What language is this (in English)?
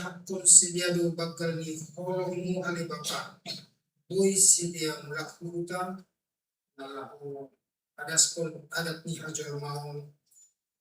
Batak Simalungun